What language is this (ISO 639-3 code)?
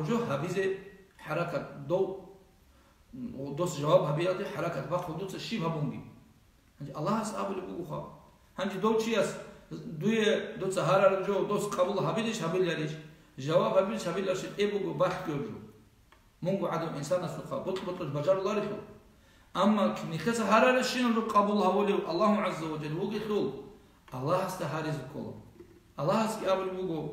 ava